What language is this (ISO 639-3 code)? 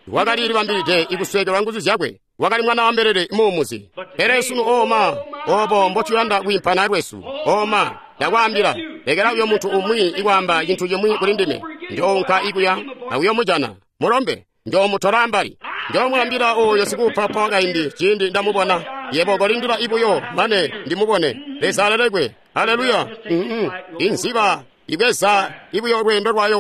toi